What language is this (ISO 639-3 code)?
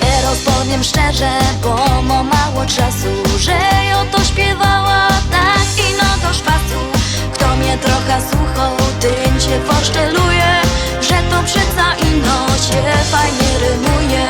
szl